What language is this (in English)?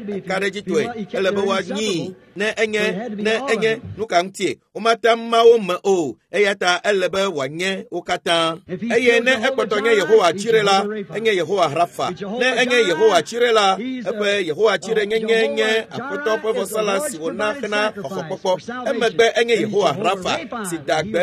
Ewe